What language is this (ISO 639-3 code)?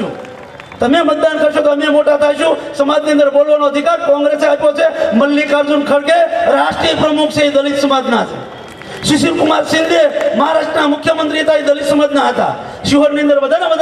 guj